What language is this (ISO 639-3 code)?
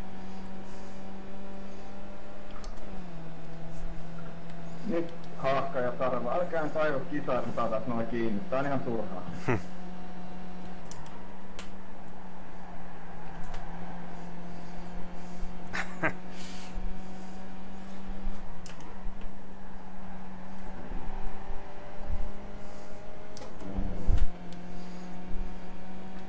fin